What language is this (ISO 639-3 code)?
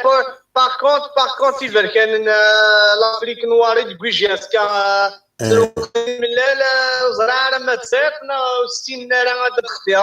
kab